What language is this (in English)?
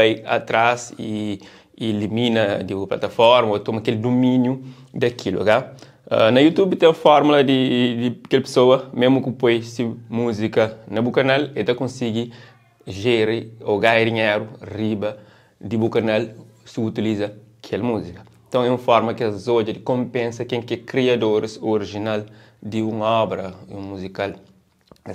Kabuverdianu